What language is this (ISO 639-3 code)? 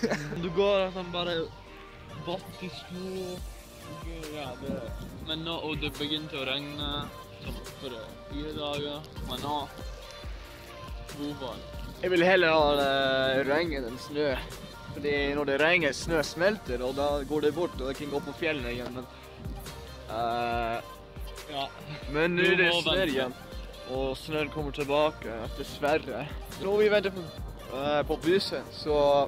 nor